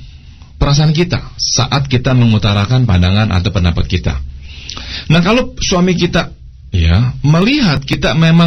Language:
Indonesian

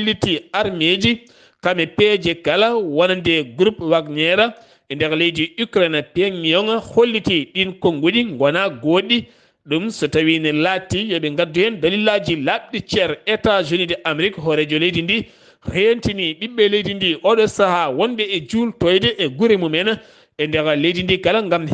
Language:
Fula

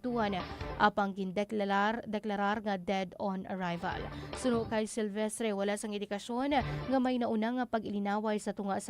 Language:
Hiligaynon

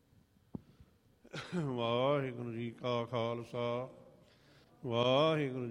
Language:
Punjabi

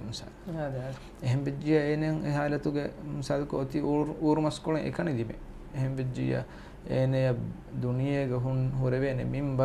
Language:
Divehi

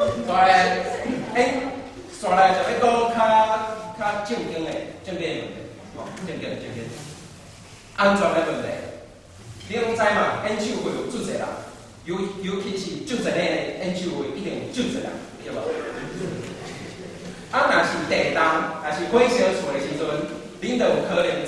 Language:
Min Nan Chinese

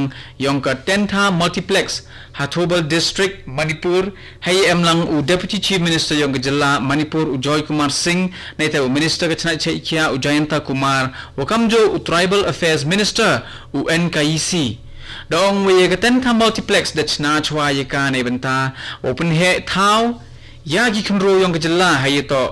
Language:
Khasi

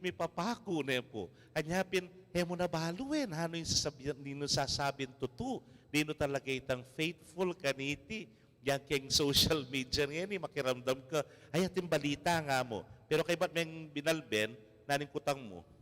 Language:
Pampanga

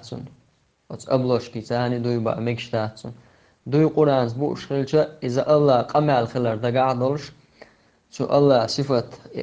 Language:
Chechen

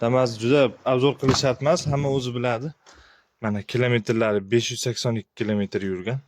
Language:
Uzbek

